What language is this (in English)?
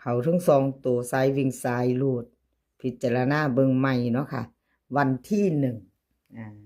Northeastern Thai